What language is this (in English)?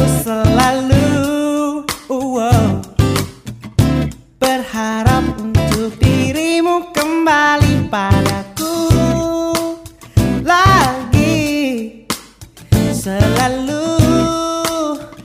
Indonesian